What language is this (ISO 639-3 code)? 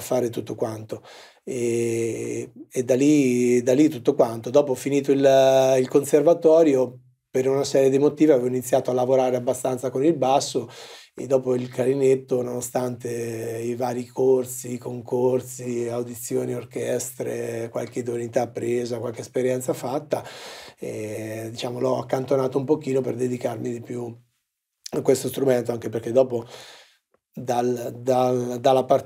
ita